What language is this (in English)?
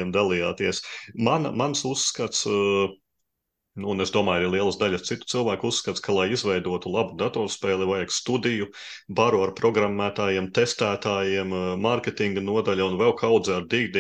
Latvian